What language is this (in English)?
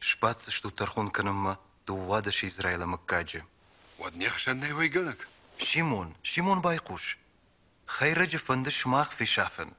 Ossetic